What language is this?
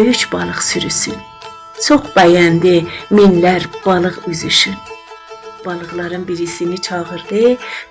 South Azerbaijani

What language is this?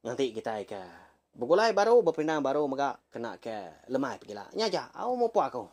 Iban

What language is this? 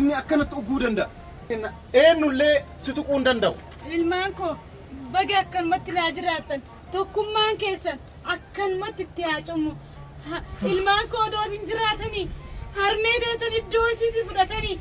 Oromo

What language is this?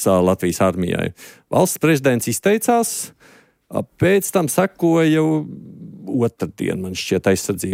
Latvian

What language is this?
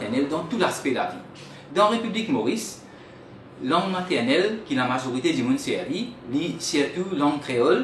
Morisyen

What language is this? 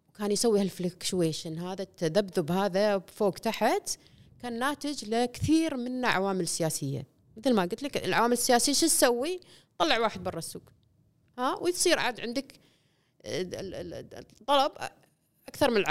Gulf Arabic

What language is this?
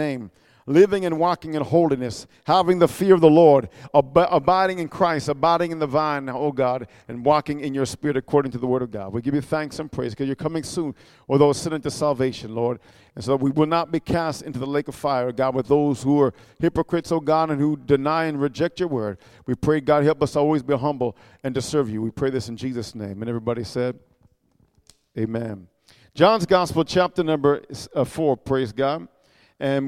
English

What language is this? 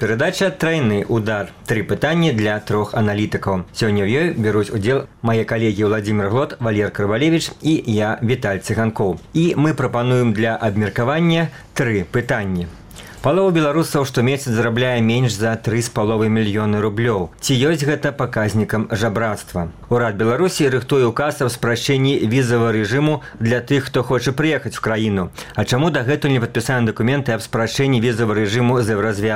Belarusian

